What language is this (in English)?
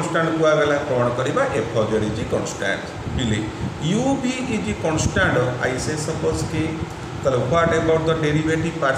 Odia